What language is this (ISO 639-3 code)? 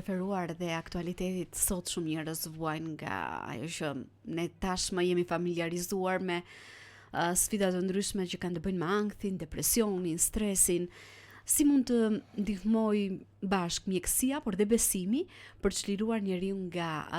sqi